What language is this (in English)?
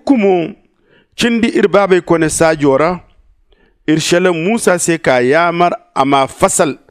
Zarma